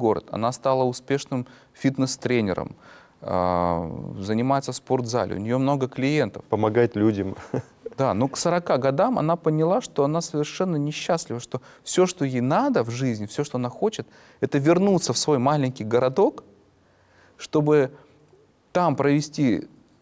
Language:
Russian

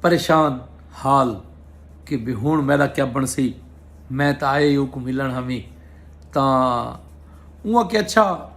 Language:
Saraiki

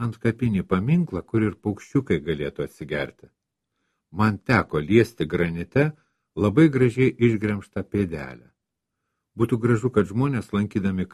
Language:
Lithuanian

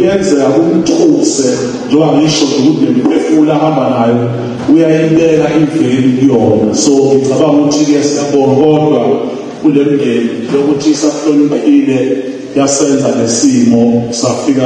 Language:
Zulu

